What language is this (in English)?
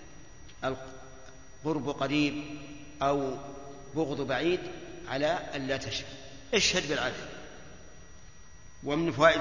Arabic